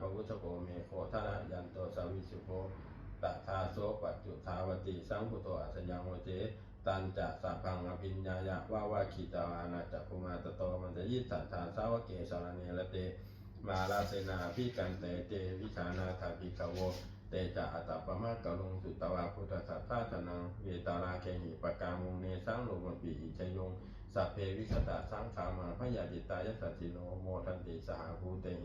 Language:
Pali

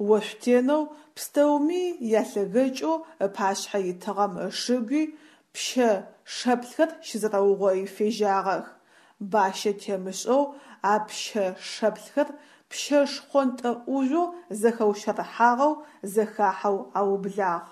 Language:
Adyghe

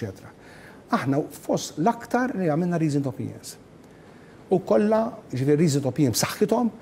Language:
Maltese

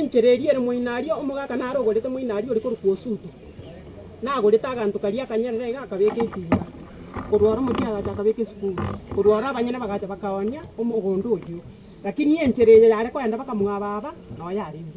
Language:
Gusii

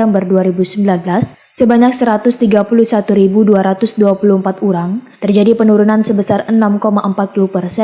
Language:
Banjar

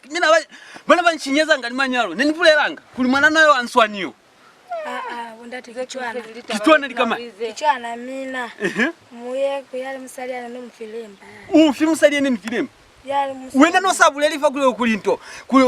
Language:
Lozi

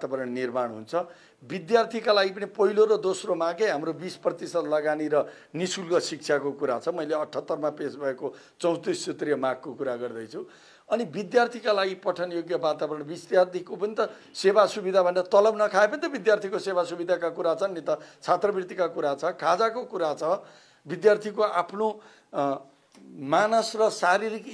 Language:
Nepali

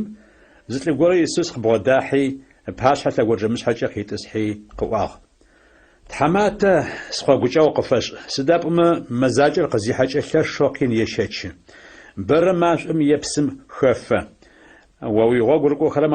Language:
Adyghe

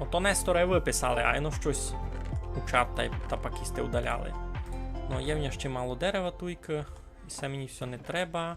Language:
Rusyn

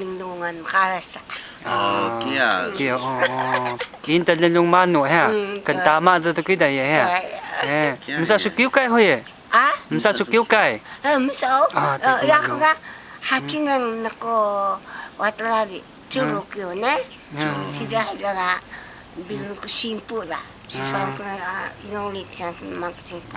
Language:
Taroko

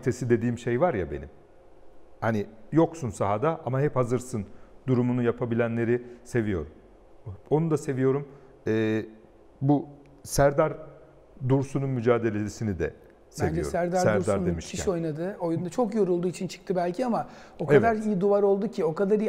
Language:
Turkish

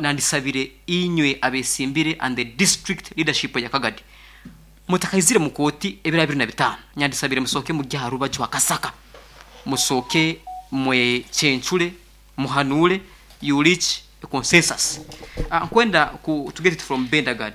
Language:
Nyankole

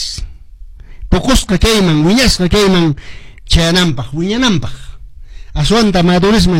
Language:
Quechua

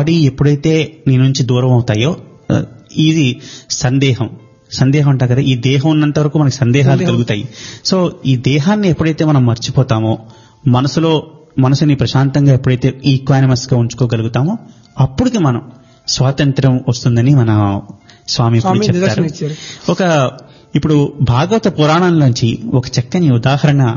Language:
Telugu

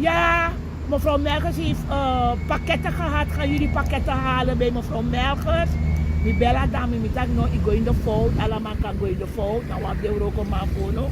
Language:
Sranan Tongo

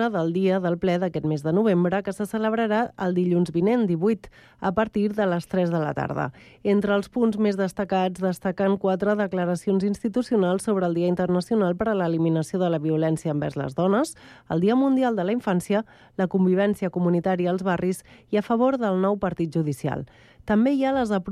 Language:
Catalan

